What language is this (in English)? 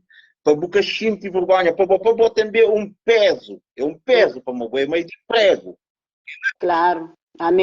Kabuverdianu